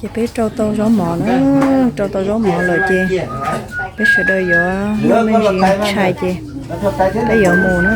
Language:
Hmong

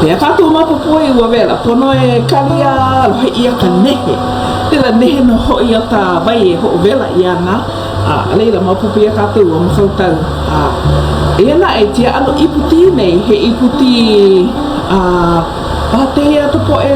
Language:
Hawaiian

